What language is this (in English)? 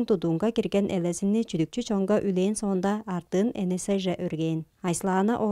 Tuvinian